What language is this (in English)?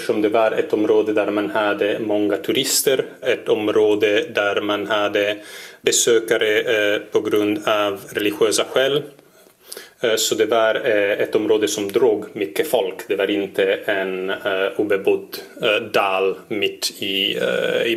Swedish